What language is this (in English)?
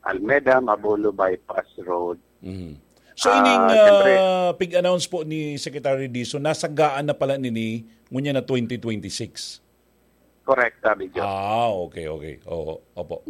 Bikol